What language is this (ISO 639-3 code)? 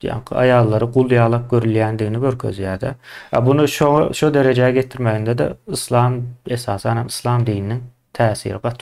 tuk